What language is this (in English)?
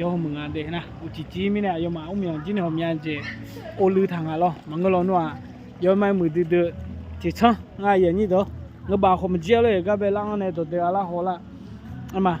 Akha